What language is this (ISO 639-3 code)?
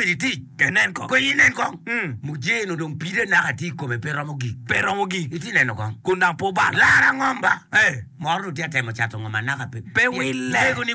ach